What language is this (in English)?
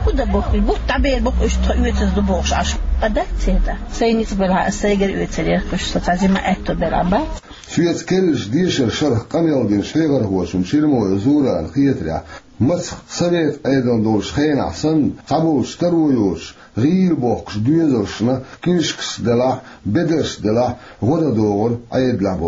Chechen